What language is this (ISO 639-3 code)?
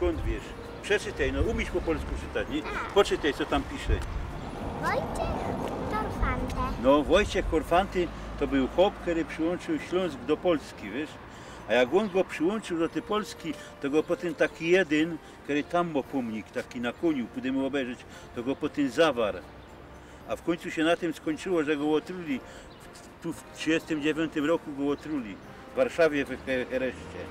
szl